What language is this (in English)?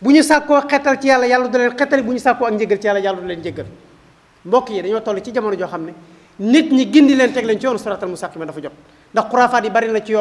Wolof